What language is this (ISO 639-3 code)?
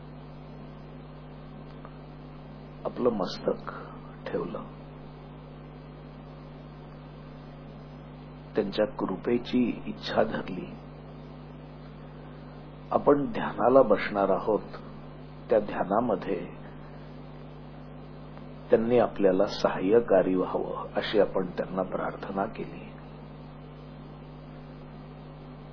mar